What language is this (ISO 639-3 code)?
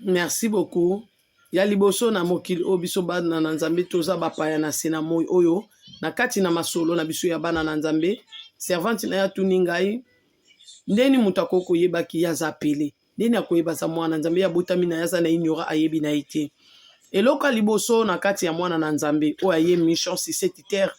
lin